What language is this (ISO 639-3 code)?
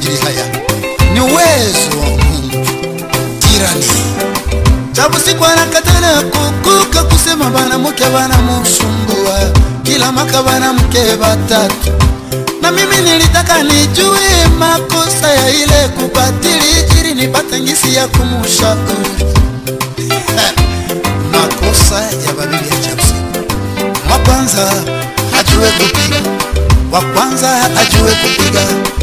swa